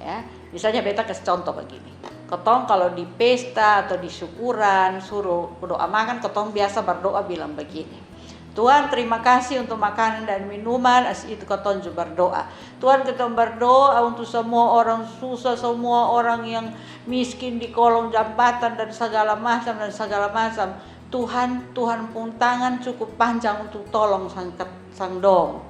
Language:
Kupang Malay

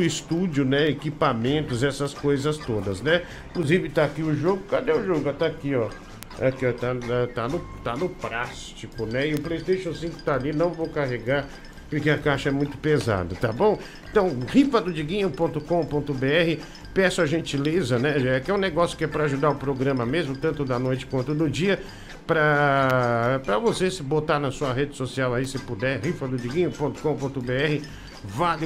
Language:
Portuguese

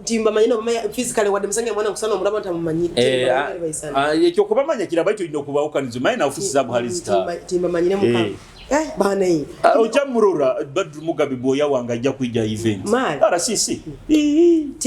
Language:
Nyoro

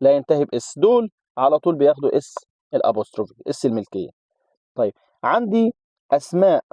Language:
Egyptian Arabic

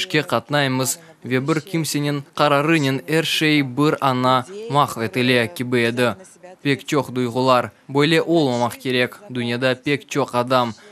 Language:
Crimean Tatar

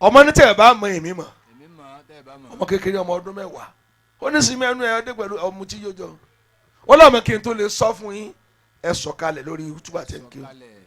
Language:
Yoruba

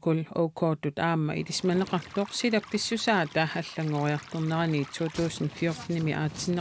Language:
Kalaallisut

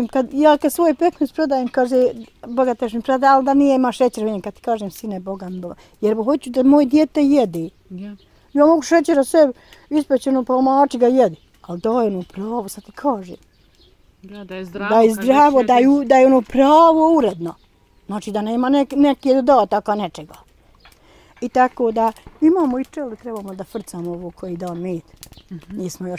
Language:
Bosnian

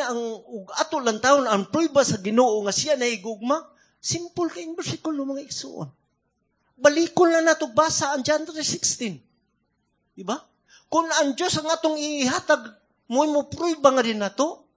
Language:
Cebuano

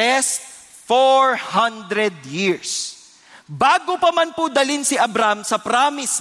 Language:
Filipino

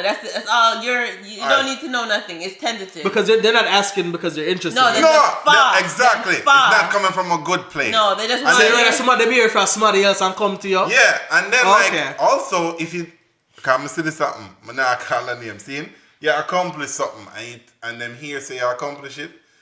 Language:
Jamaican Creole English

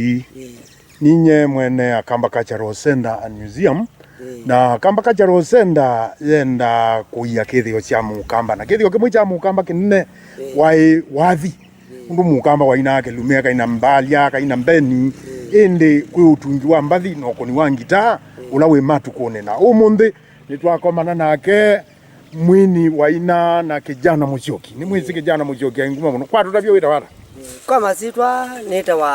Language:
Kamba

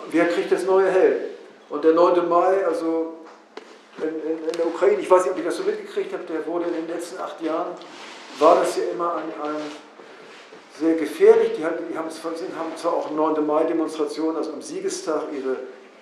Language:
German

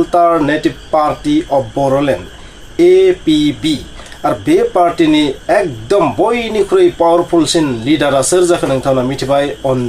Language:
Bodo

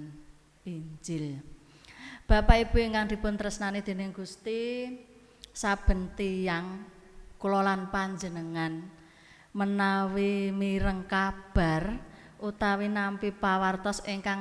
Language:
Javanese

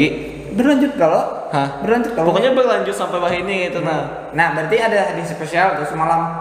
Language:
Banjar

